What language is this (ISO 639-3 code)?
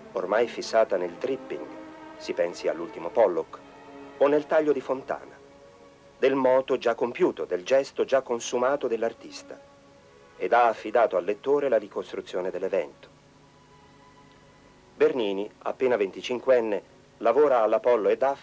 ita